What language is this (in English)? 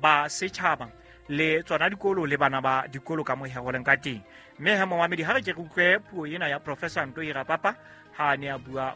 Southern Sotho